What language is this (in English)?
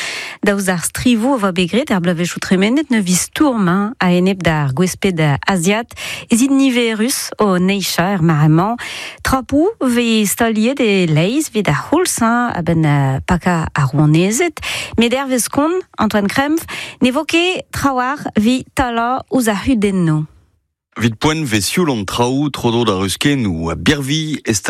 Breton